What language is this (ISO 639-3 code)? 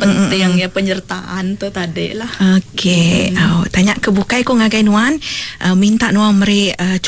iba